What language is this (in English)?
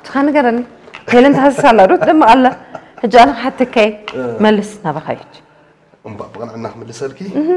Tigrinya